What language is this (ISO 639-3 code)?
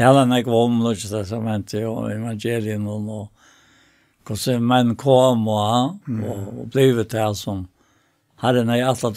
fao